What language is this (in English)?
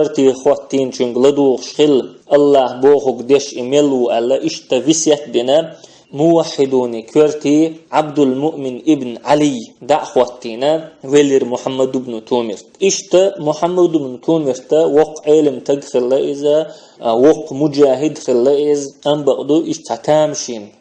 Chechen